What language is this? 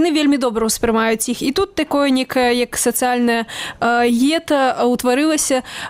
Belarusian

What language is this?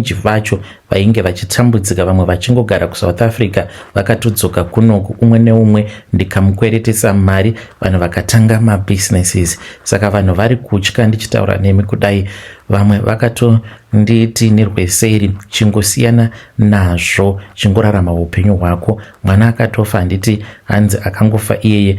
Shona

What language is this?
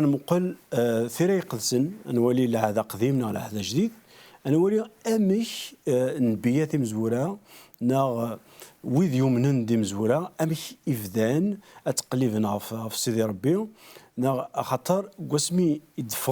Kabyle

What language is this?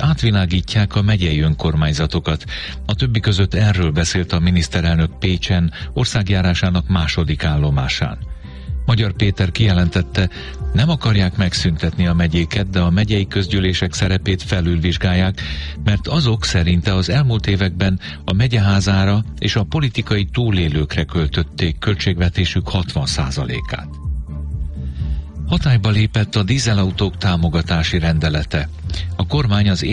Hungarian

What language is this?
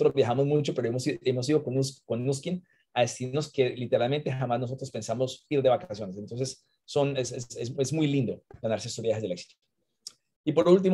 Spanish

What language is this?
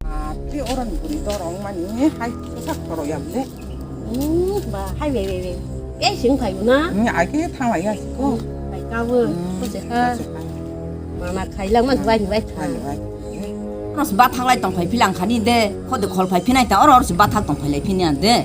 Kok Borok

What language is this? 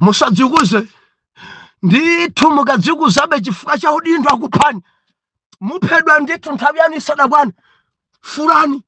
Nyanja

